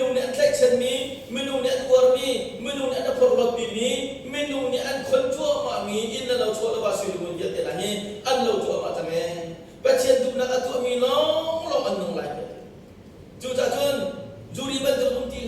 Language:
Hakha Chin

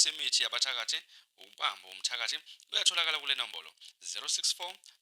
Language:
Zulu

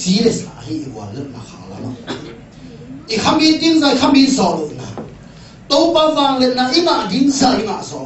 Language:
Tedim Chin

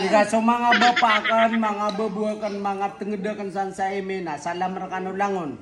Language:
Maranao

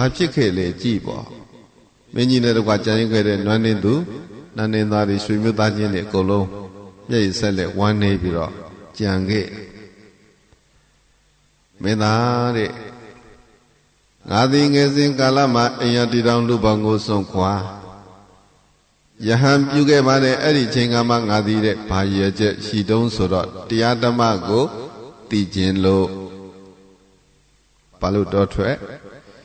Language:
Burmese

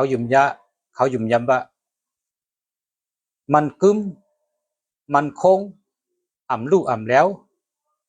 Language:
Shan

